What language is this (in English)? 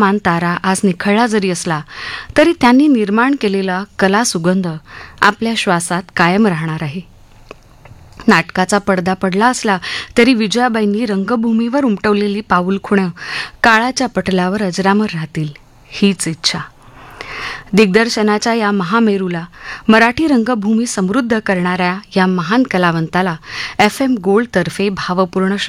Marathi